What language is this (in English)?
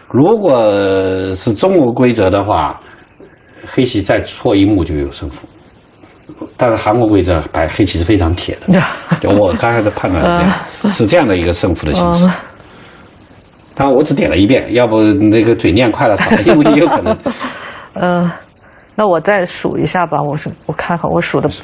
Chinese